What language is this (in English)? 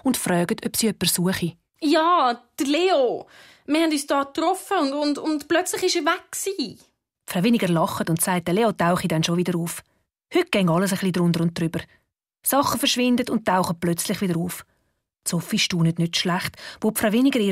Swiss German